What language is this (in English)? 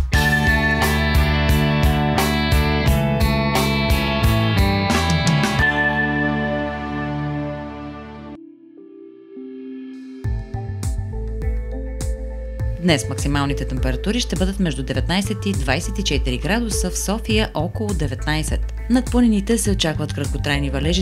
Bulgarian